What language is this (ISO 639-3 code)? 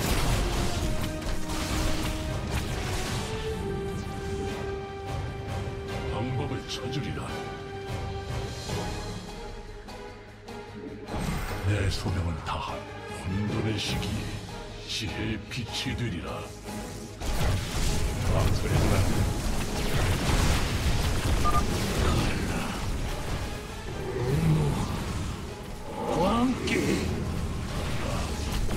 kor